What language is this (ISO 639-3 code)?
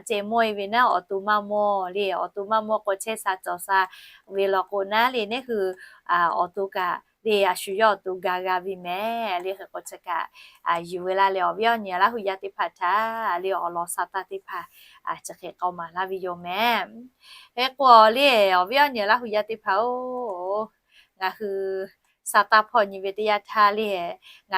lhu